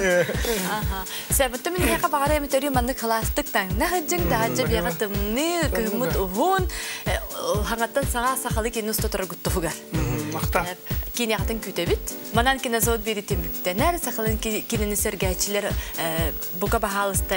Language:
Yakut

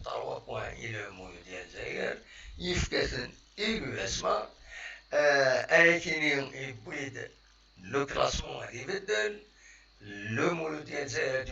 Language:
Kabyle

